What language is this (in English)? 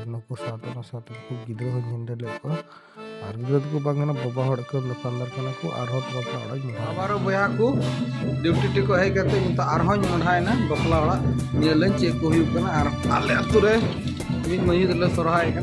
Santali